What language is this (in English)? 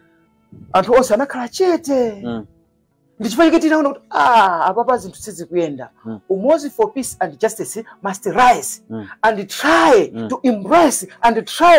Nyanja